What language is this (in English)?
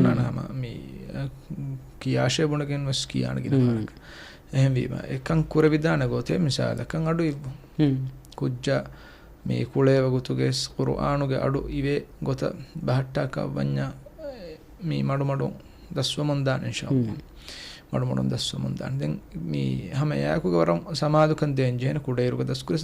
Divehi